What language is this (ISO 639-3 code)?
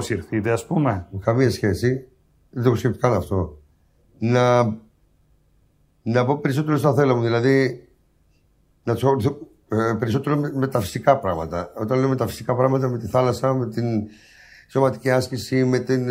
ell